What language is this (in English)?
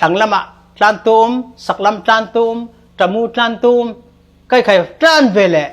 Falam Chin